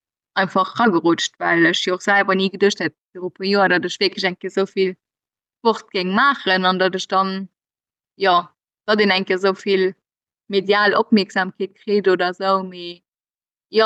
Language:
Luxembourgish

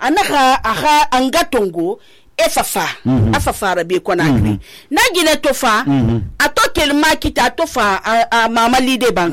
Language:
Susu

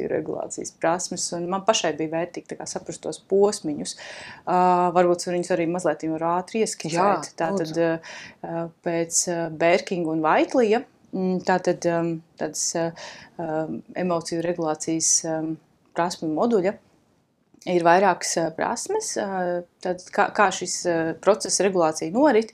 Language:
Latvian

